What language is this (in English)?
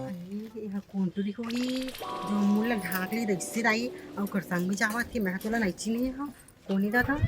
Chhattisgarhi